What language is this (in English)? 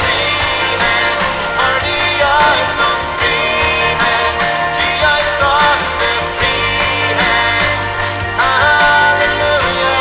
Plautdietsch